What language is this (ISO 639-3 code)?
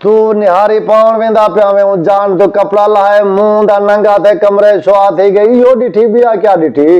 skr